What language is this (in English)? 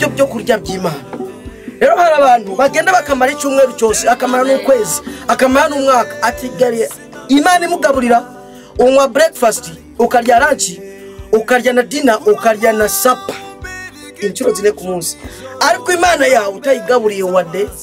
Kinyarwanda